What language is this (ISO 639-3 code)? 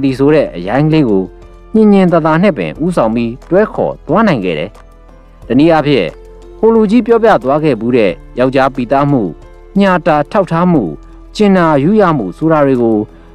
mya